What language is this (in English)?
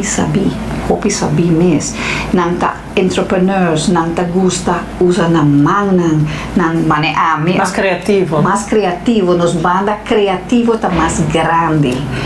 Papiamento